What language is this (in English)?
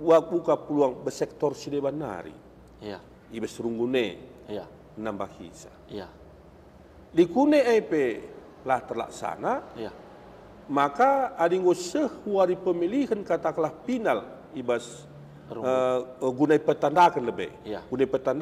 Batak Karo